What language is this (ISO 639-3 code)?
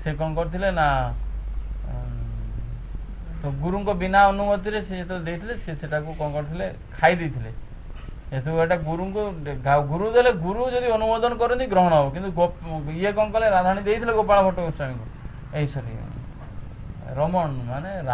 ori